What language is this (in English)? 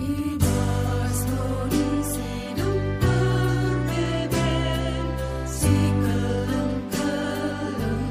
Batak Karo